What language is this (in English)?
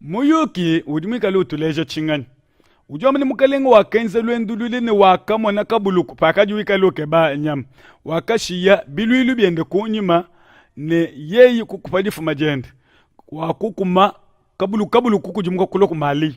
Luba-Lulua